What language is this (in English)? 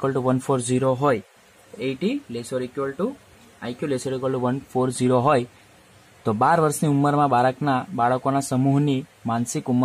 Gujarati